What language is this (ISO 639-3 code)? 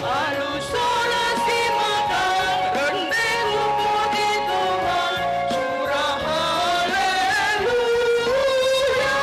btx